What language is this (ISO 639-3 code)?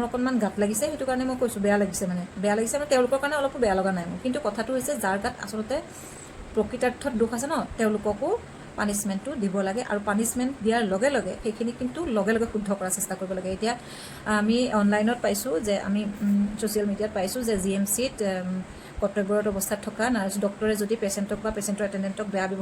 asm